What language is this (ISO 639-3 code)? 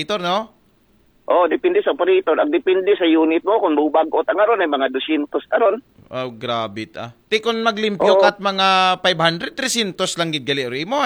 akl